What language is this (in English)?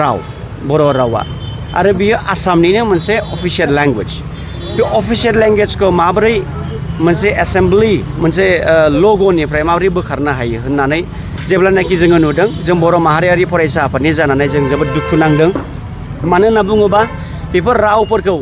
Bodo